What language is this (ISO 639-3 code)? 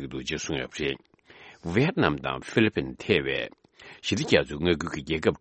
bod